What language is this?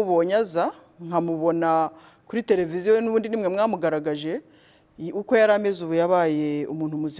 Kinyarwanda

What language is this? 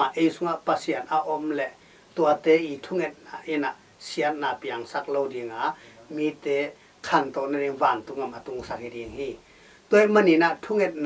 Tedim Chin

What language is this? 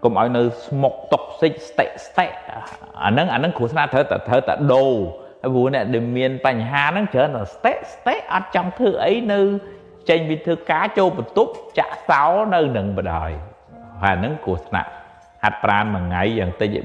Khmer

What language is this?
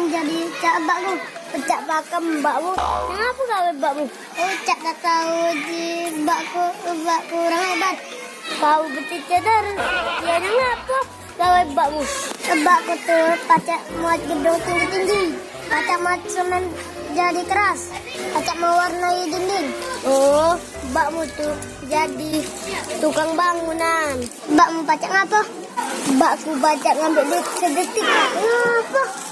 Musi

